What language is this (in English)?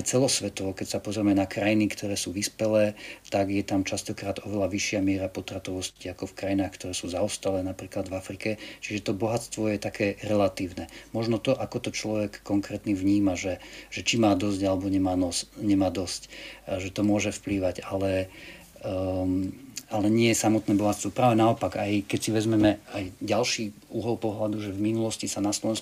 Slovak